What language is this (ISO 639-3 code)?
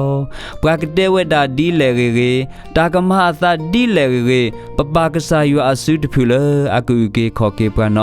ksw